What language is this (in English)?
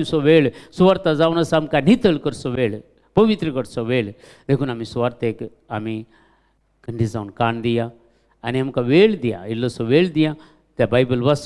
Konkani